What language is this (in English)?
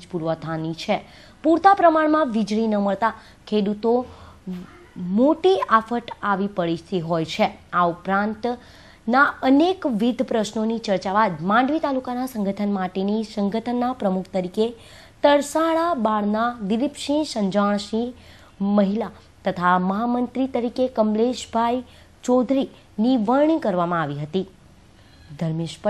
Gujarati